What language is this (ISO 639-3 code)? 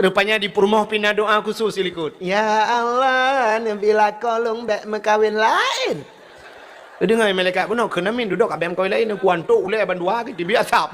ace